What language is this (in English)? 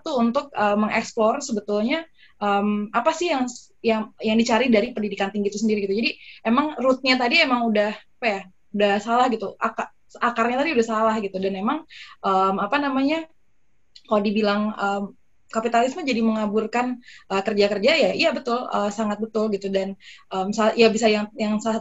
Indonesian